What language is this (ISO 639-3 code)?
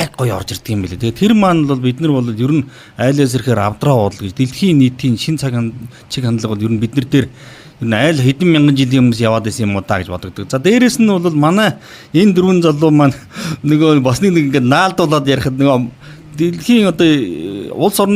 mon